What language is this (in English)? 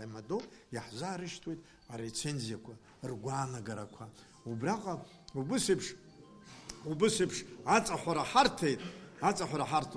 Abkhazian